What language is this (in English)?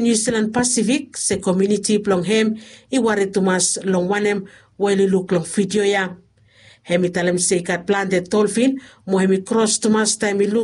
Bislama